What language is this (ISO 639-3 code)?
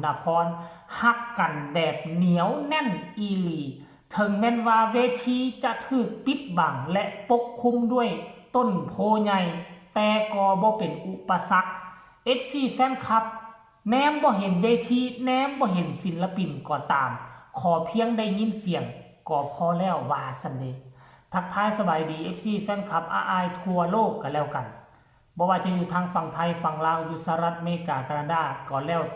tts